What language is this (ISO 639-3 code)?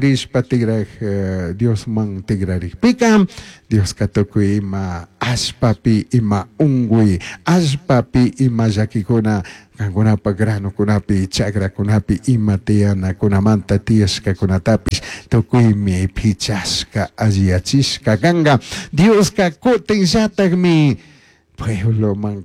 qug